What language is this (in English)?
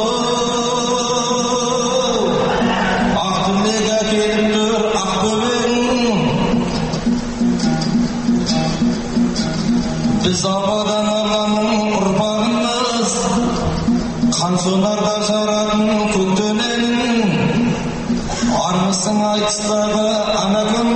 Kazakh